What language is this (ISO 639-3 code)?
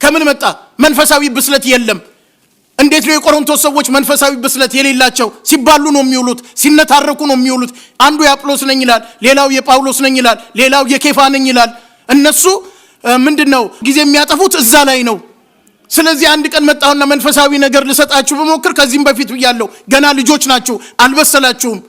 amh